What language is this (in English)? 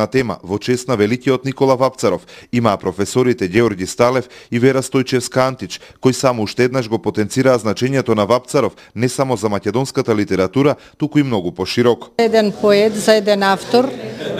Macedonian